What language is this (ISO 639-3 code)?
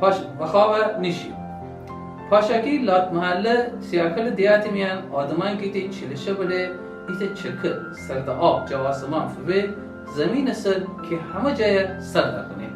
glk